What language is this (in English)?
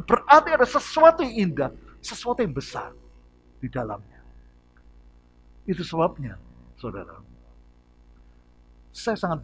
Indonesian